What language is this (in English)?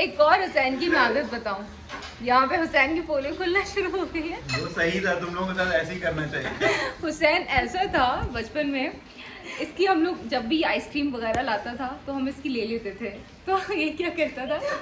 Hindi